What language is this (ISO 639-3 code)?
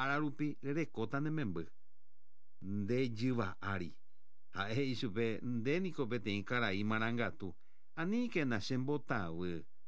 grn